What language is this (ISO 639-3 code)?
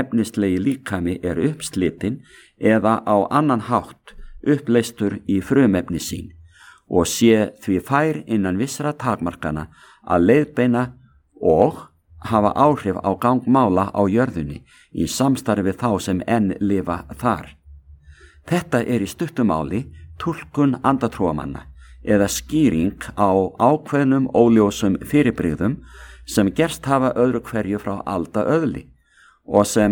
isl